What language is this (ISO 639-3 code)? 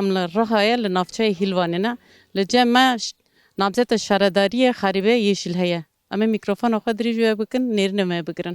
kur